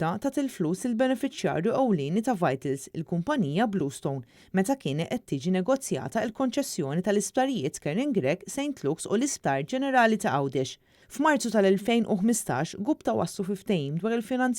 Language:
Maltese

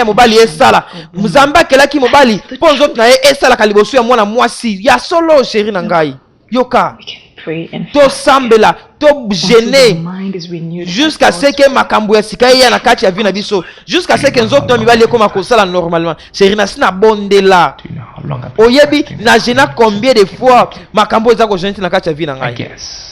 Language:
Lingala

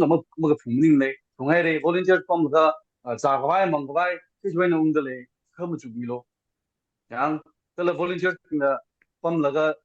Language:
Tangkhul Naga (India)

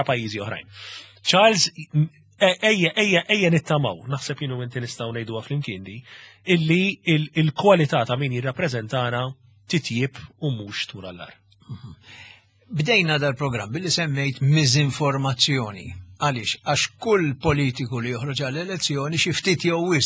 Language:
Maltese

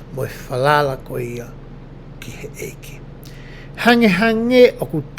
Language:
Tongan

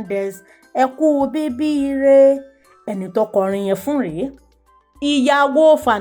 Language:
Yoruba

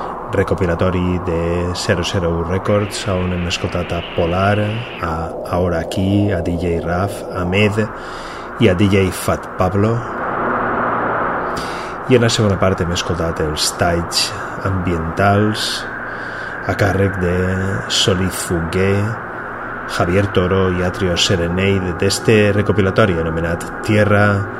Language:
Catalan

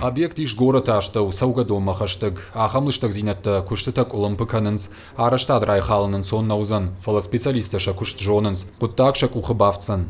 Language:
Ossetic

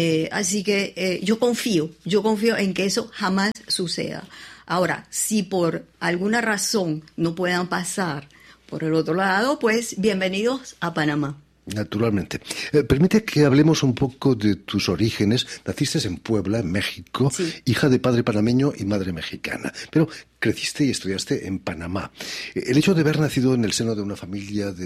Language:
Spanish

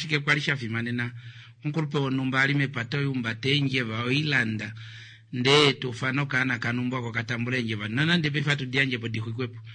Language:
Kuanyama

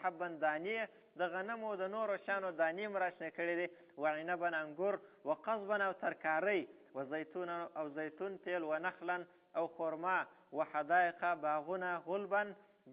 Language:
Pashto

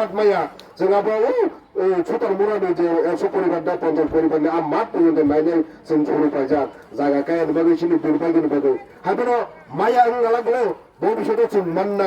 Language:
Kok Borok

